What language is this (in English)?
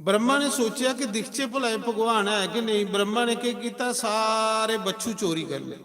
Dogri